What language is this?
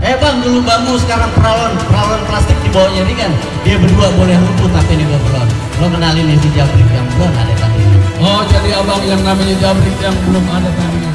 Betawi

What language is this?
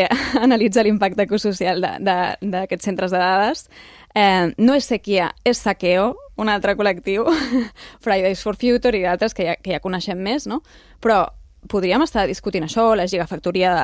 Catalan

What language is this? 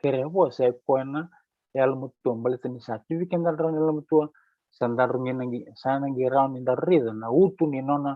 Fijian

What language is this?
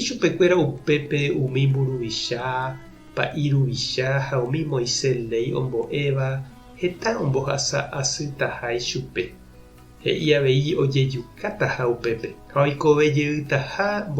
Guarani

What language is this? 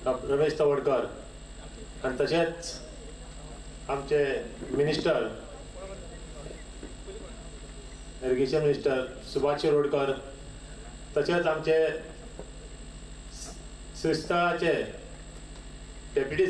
Konkani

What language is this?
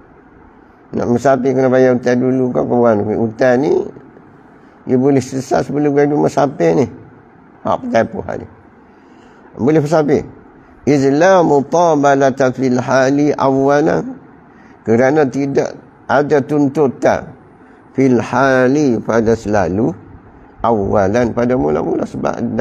Malay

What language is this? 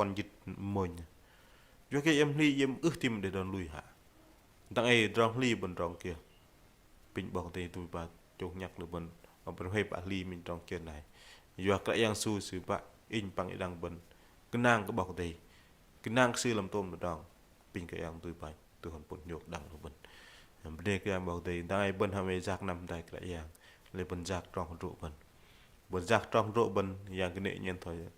Bahnar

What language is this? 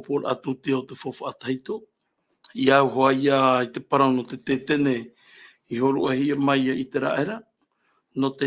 Tahitian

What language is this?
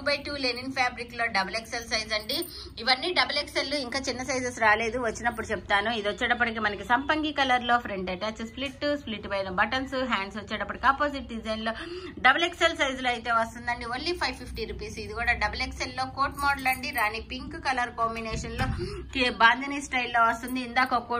Telugu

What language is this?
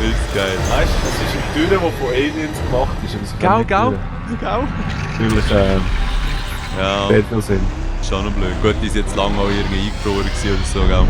Swiss German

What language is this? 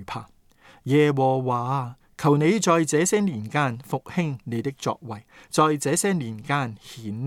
Cantonese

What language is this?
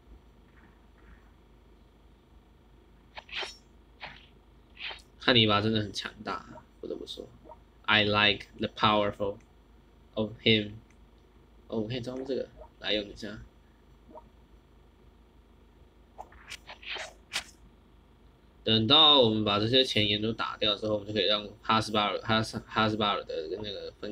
Chinese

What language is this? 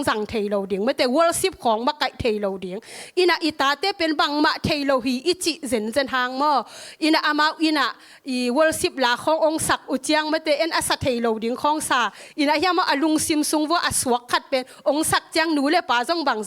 Tedim Chin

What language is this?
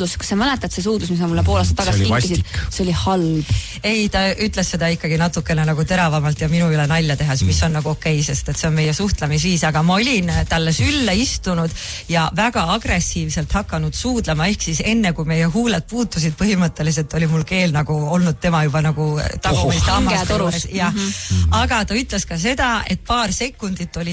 Estonian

